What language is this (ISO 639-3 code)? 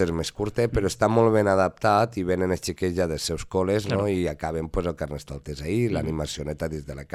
cat